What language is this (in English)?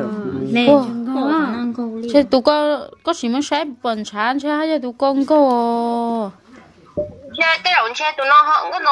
Vietnamese